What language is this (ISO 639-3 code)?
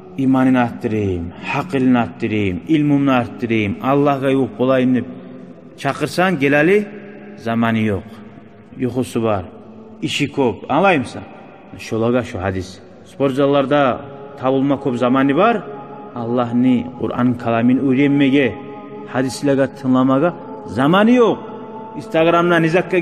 kum